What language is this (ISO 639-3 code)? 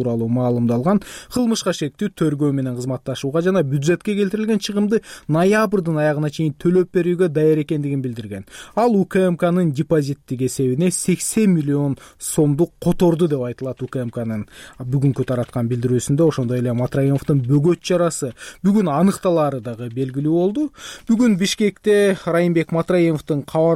kir